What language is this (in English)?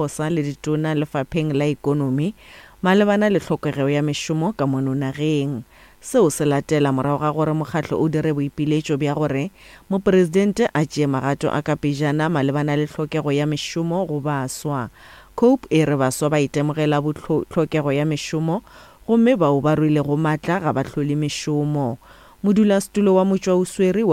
Northern Sotho